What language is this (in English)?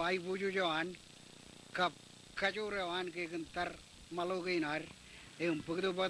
Marshallese